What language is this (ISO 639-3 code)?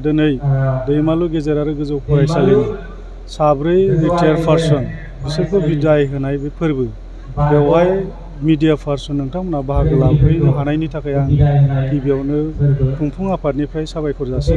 brx